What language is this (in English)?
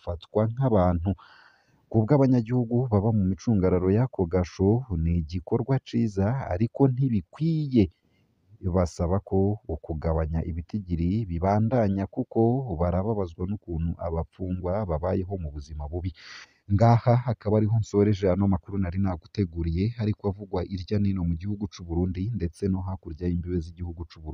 Rundi